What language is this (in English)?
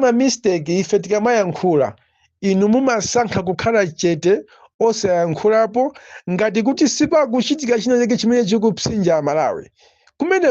Nyanja